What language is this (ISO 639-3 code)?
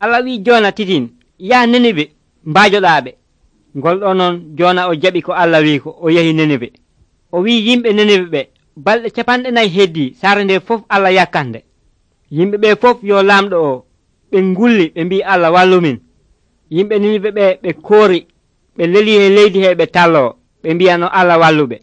fuv